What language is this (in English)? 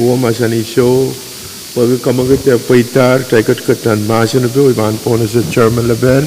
Pohnpeian